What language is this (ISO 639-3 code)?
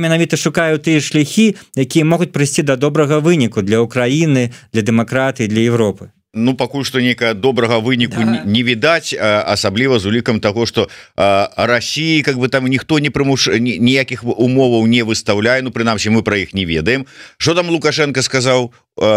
bel